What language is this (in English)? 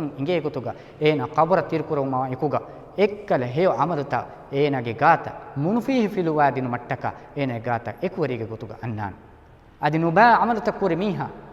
Divehi